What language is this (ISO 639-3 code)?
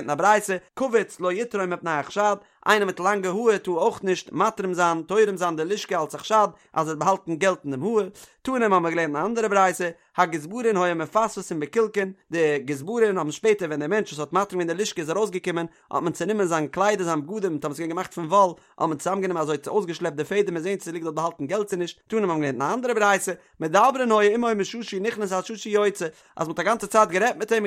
yid